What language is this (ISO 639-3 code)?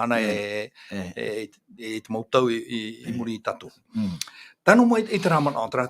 tah